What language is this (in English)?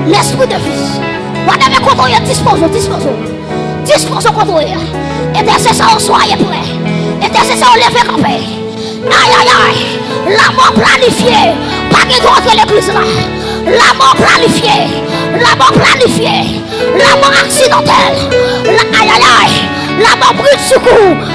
Haitian Creole